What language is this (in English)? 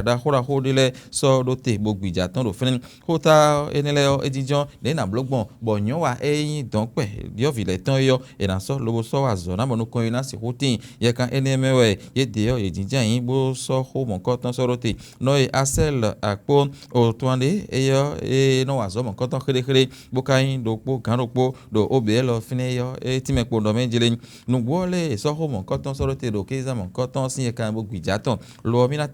Fon